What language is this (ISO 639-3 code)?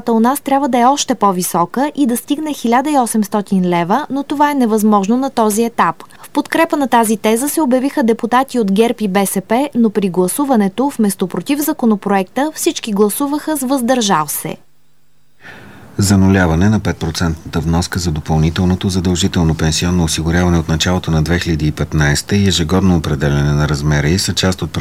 bul